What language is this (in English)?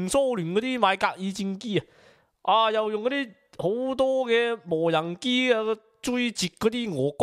Cantonese